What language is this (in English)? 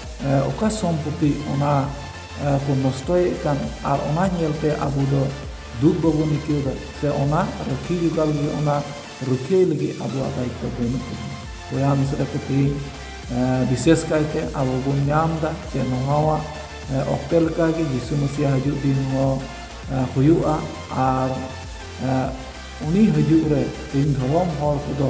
Santali